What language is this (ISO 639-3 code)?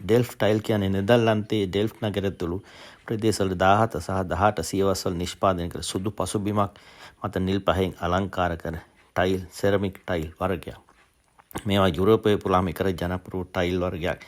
sin